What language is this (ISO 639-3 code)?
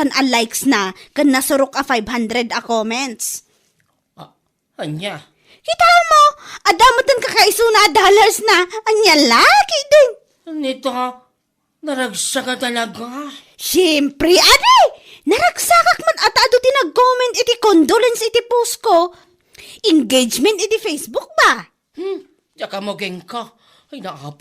ilo